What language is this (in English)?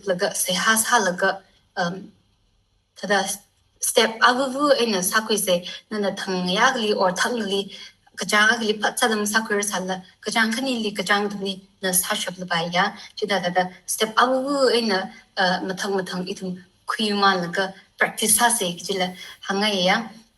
Tangkhul Naga (India)